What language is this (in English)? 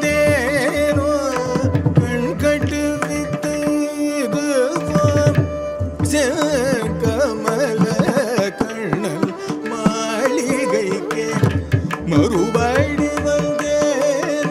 Tamil